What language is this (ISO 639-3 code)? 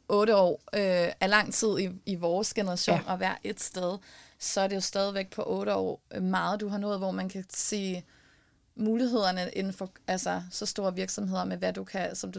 dan